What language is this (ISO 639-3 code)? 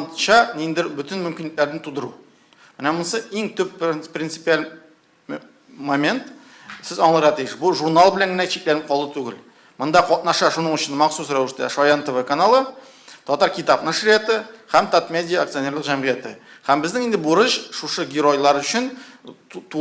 tat